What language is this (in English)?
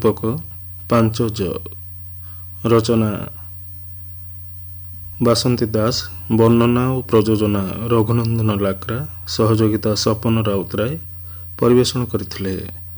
Odia